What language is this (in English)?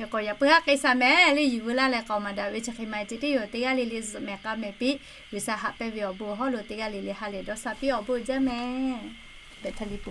Lahu